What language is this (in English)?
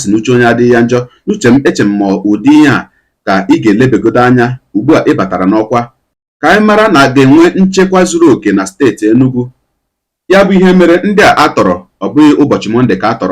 Igbo